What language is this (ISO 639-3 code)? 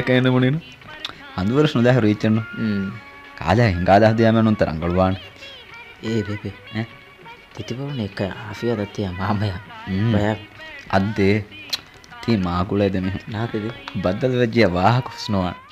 div